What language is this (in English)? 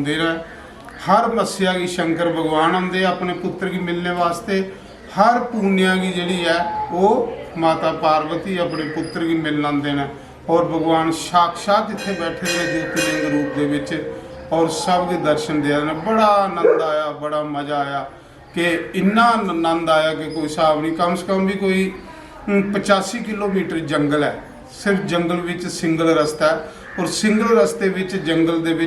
Dogri